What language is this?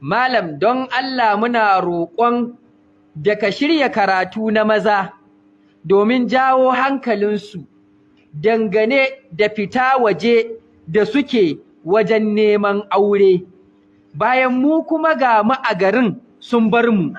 Hausa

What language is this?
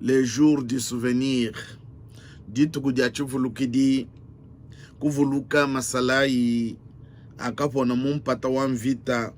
Luba-Lulua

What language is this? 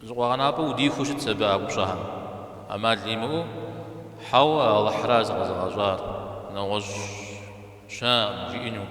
Kabardian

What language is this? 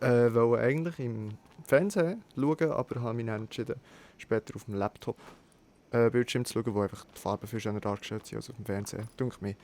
Swiss German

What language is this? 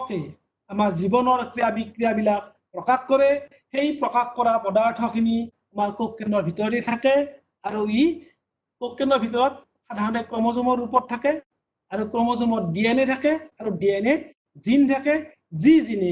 Assamese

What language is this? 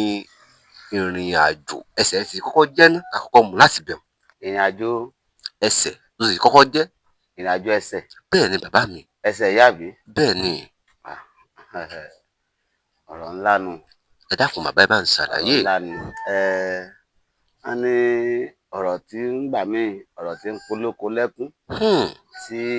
Yoruba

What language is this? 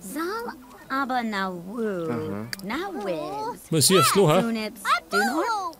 Bavarian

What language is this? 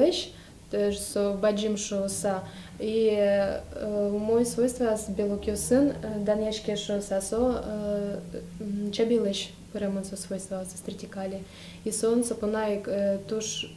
Udmurt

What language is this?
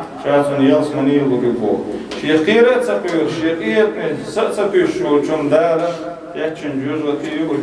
Chechen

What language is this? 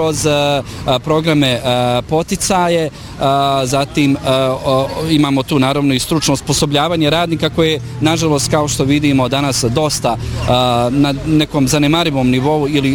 Bosnian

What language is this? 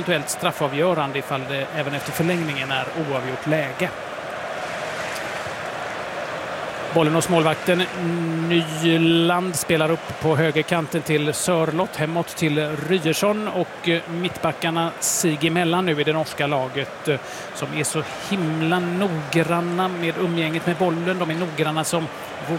Swedish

